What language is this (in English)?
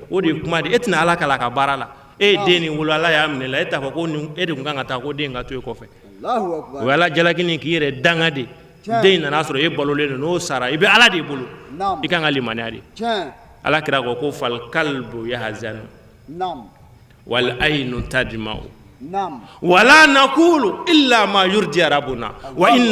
Bambara